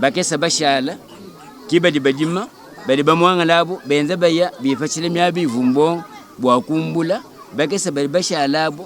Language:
Luba-Lulua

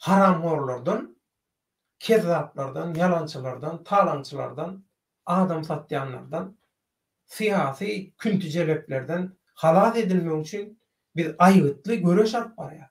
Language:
Turkmen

